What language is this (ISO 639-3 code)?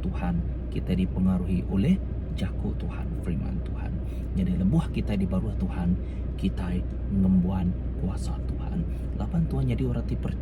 iba